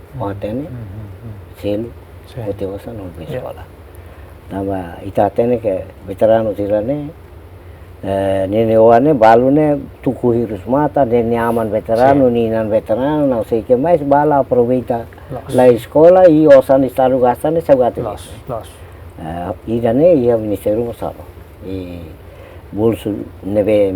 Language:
Tetum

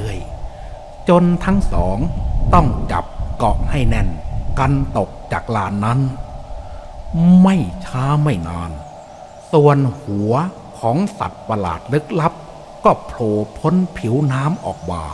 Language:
Thai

